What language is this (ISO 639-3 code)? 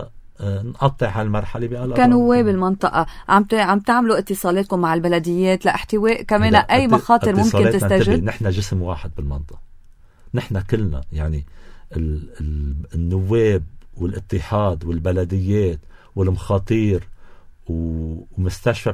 apc